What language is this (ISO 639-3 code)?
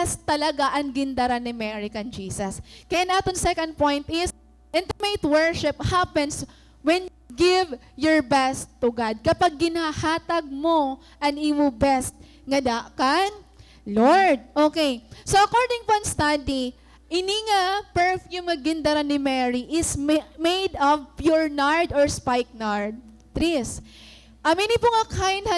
war